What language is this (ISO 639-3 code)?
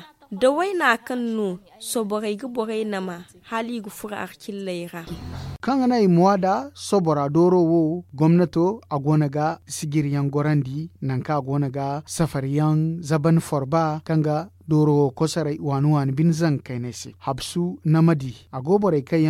dje